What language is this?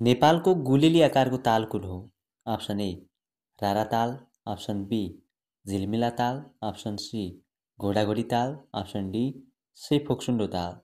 Nepali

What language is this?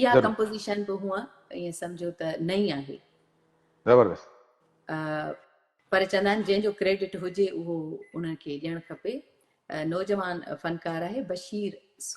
Sindhi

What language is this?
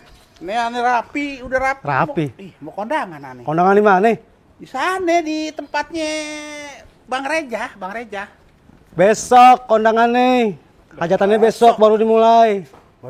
Betawi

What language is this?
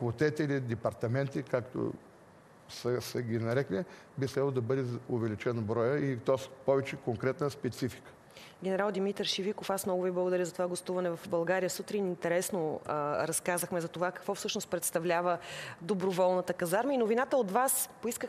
Bulgarian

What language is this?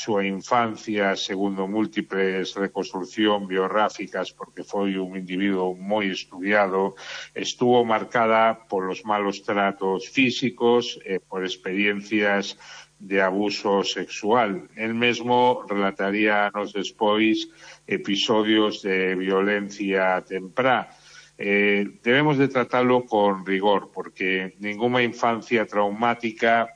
Galician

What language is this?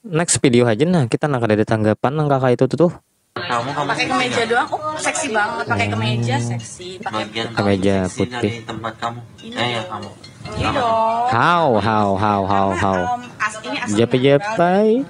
Banjar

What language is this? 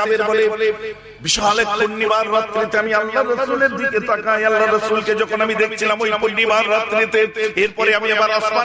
Bangla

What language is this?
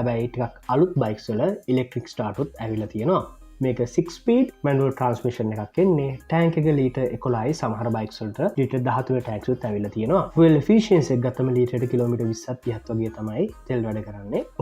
Sinhala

